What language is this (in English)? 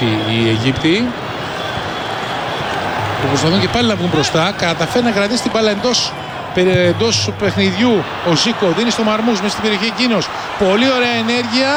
Greek